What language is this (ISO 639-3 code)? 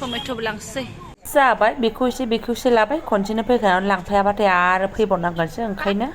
brx